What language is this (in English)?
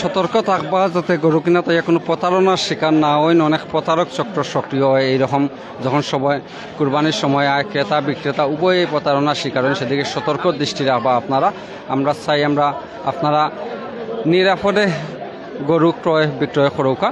Sylheti